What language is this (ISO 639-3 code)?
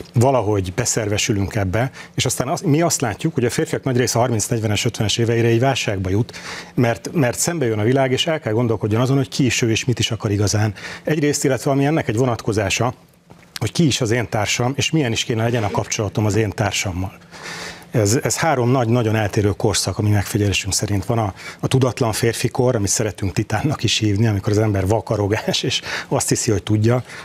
hun